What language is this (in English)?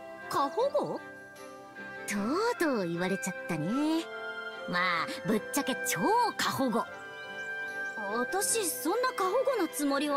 Japanese